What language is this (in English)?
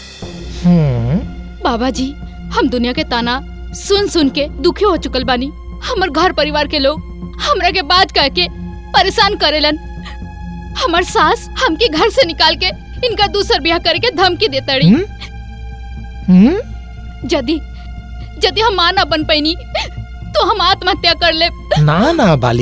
Bhojpuri